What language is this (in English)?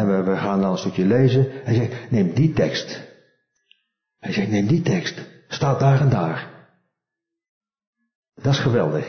Dutch